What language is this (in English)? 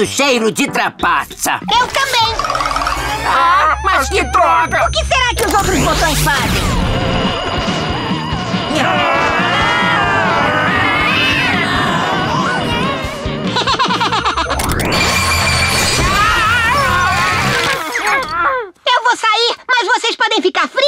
Portuguese